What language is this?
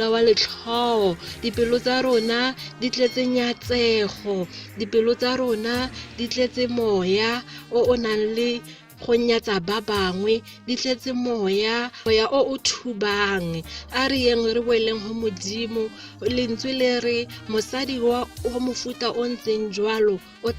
Tswana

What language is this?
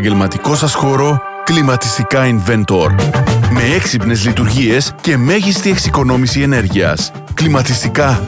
Greek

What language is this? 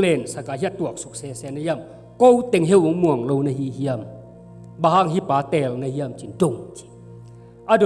Tedim Chin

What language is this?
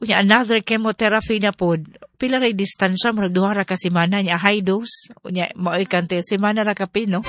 Cebuano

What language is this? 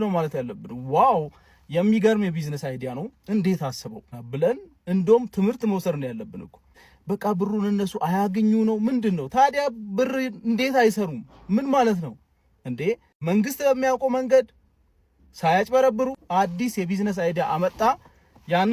Amharic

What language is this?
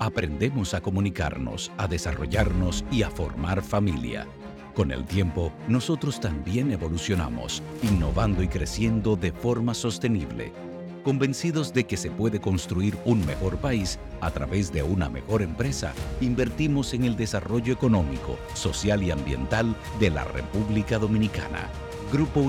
Spanish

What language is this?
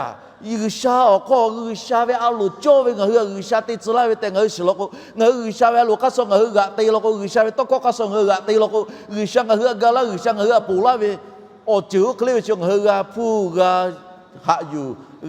Lahu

